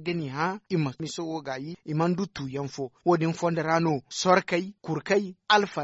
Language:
Zarma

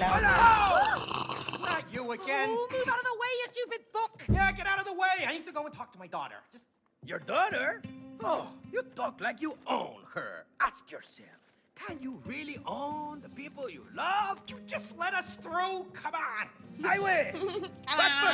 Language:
Bavarian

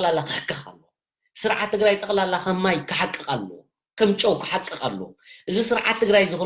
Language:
Tigrinya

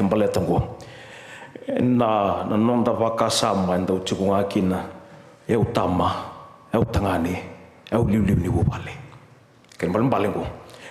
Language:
Fijian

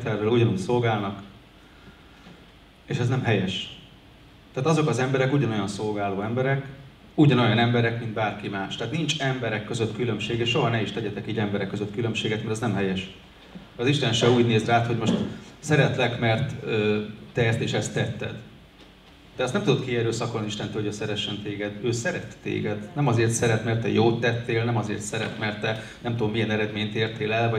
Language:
Hungarian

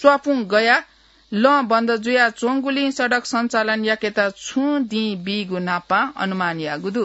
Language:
Newari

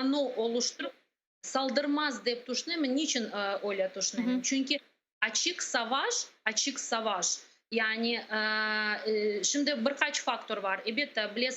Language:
Crimean Tatar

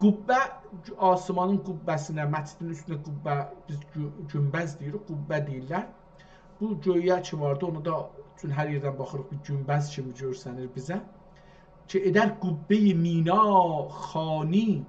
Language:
South Azerbaijani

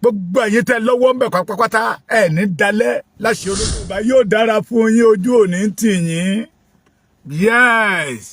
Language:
Yoruba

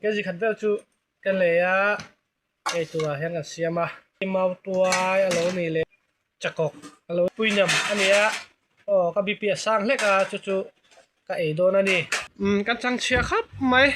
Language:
Mizo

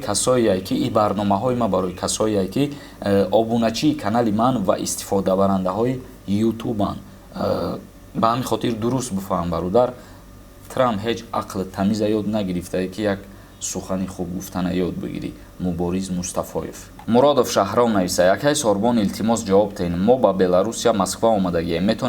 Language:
Tajik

